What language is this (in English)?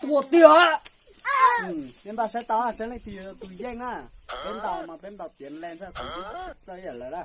Hmong